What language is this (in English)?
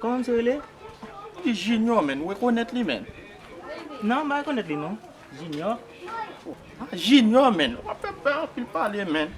Haitian Creole